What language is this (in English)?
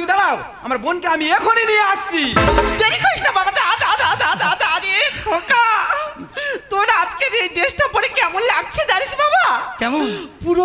Bangla